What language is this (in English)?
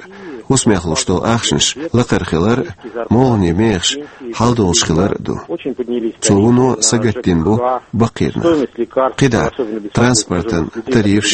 Chechen